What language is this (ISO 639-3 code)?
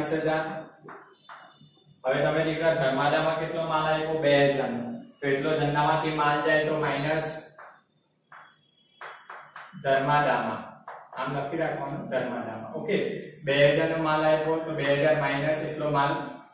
guj